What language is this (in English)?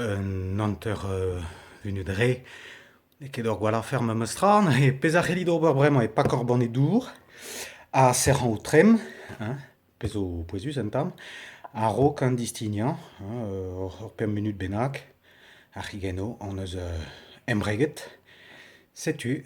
Breton